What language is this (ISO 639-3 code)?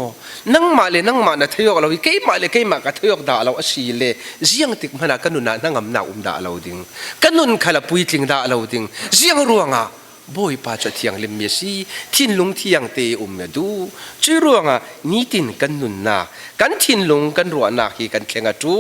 cfm